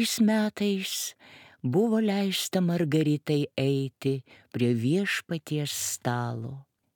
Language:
Lithuanian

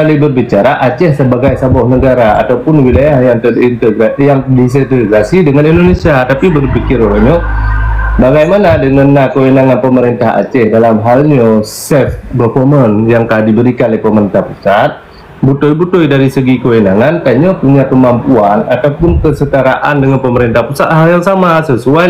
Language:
Achinese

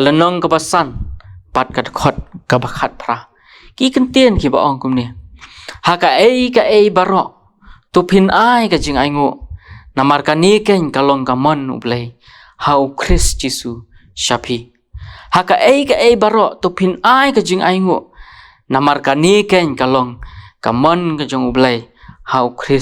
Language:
Khasi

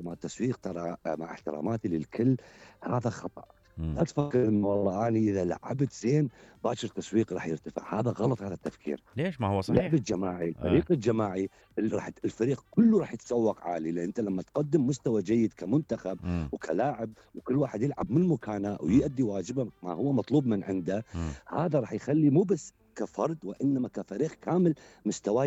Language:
Mesopotamian Arabic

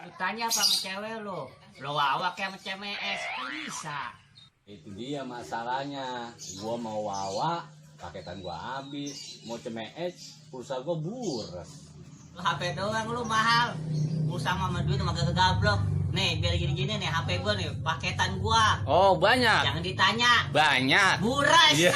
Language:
Betawi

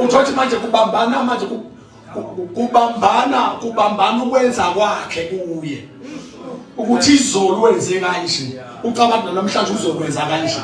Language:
Zulu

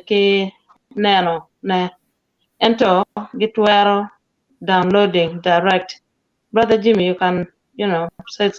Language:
Acoli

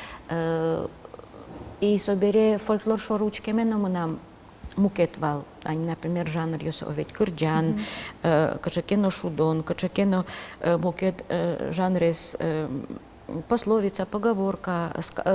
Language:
Udmurt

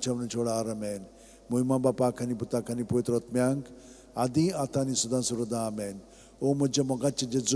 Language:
Konkani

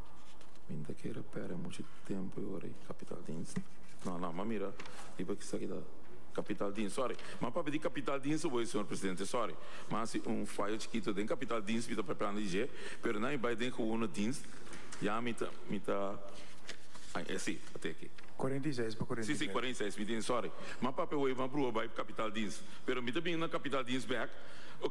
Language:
Papiamento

